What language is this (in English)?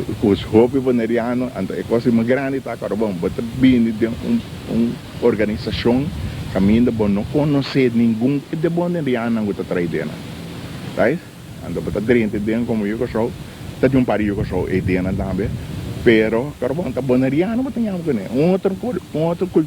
Papiamento